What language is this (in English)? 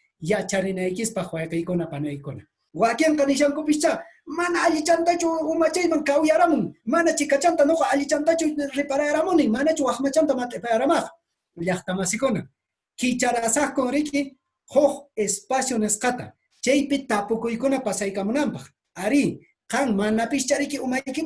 Quechua